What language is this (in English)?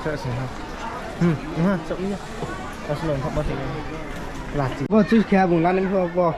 Riang (India)